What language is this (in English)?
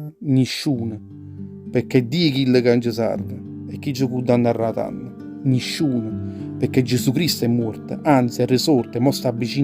Neapolitan